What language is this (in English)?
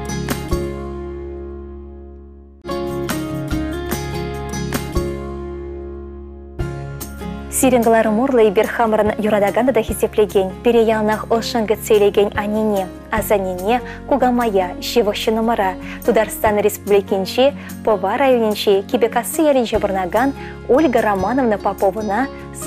Chuvash